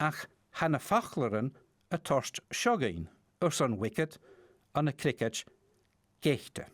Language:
Scottish Gaelic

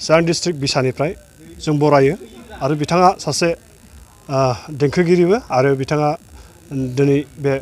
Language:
Bodo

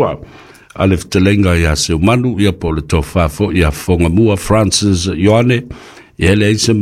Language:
Samoan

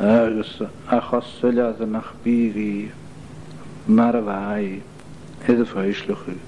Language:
Scottish Gaelic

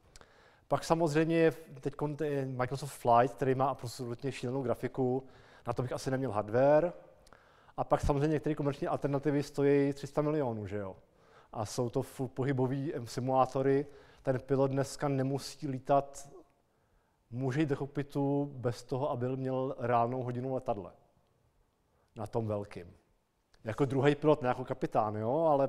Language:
Czech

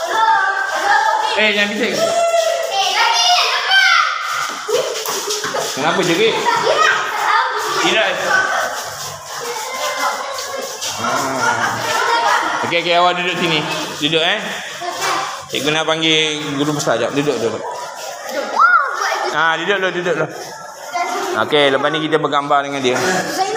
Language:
Malay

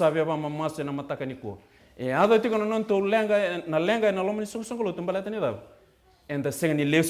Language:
Fijian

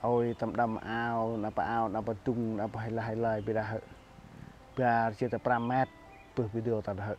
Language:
Central Mnong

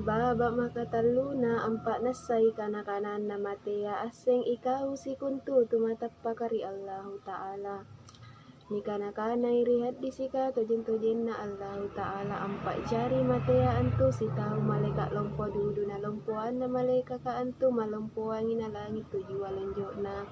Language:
Makasar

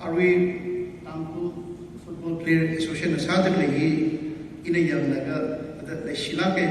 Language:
Tangkhul Naga (India)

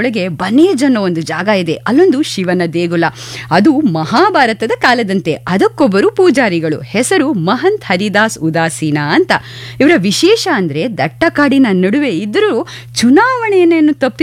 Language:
Kannada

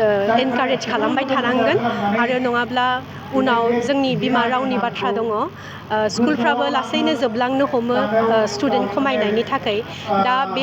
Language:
Bodo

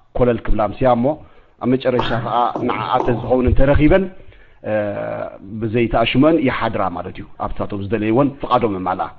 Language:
Tigrinya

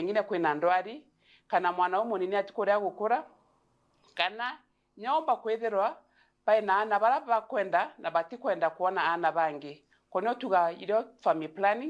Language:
Meru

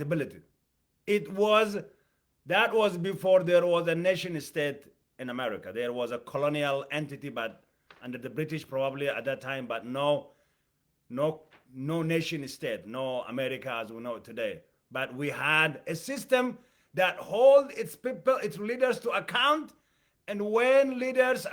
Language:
English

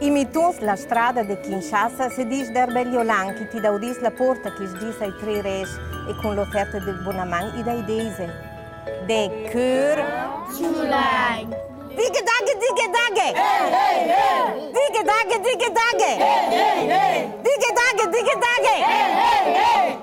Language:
Ladin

